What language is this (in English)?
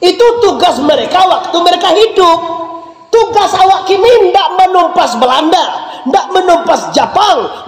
Minangkabau